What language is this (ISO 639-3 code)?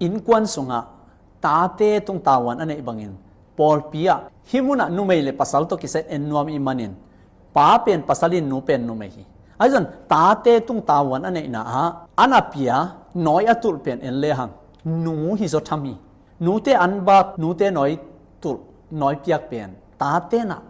ctd